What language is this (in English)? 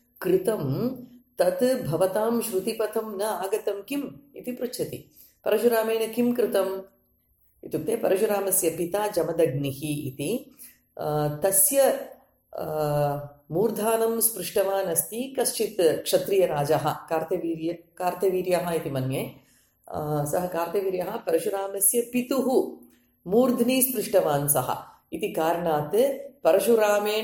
Sanskrit